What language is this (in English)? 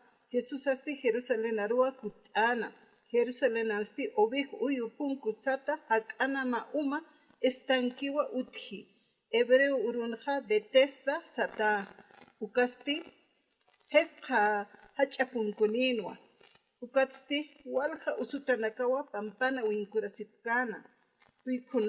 Aymara